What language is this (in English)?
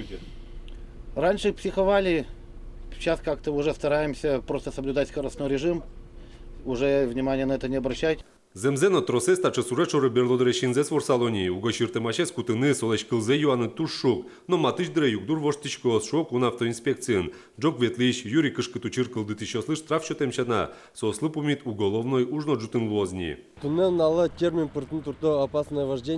Udmurt